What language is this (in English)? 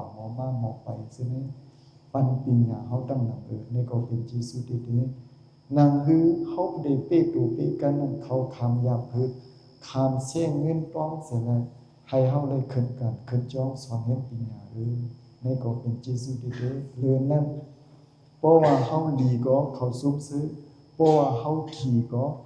Shan